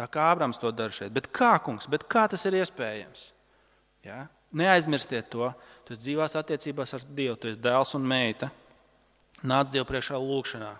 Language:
Latvian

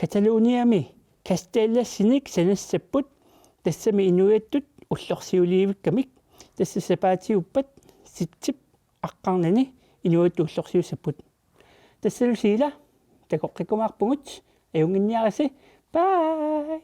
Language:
Kalaallisut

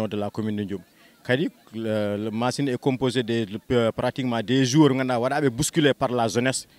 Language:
Fula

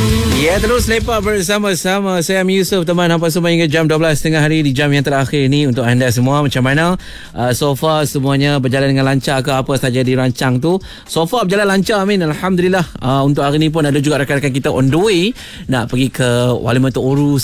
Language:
Malay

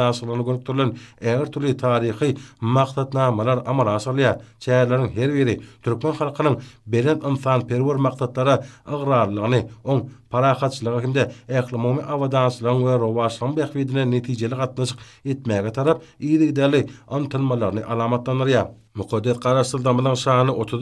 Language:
Turkmen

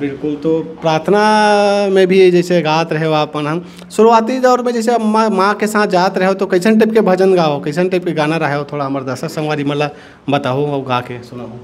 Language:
Chhattisgarhi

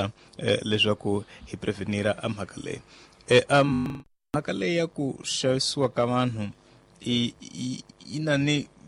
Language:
Tsonga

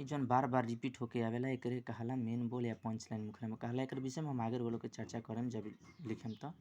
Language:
Bhojpuri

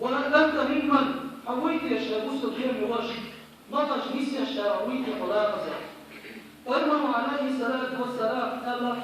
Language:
Chechen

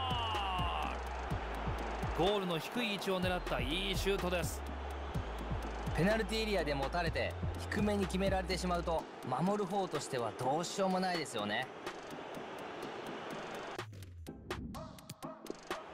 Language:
Japanese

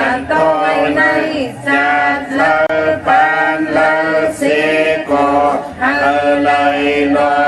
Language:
Shan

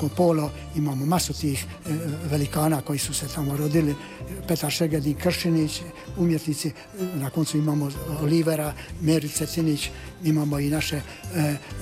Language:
Croatian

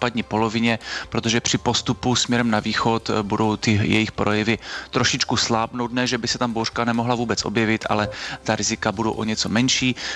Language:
Czech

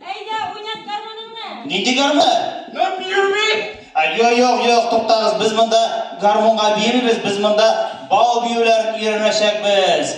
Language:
Tatar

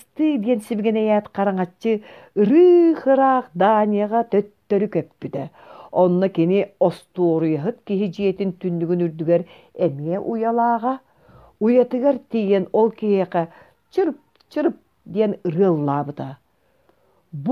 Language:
Yakut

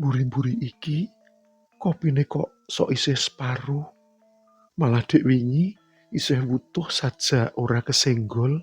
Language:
Javanese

